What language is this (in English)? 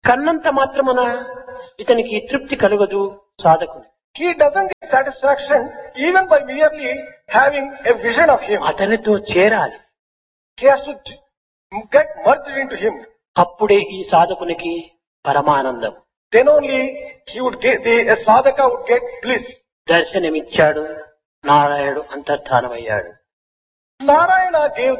Telugu